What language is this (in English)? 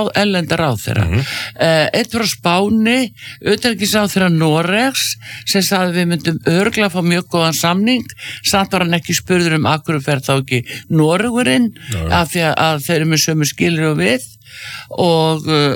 Icelandic